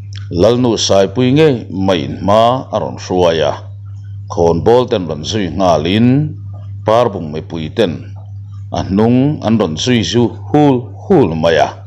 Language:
Mizo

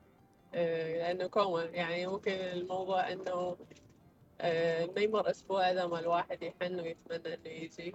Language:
Mesopotamian Arabic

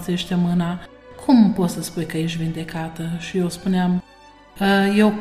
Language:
Romanian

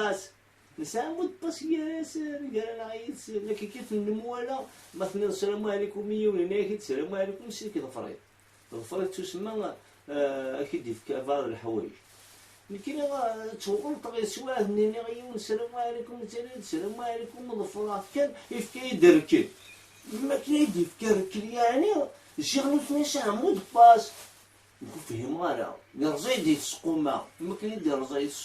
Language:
Kabyle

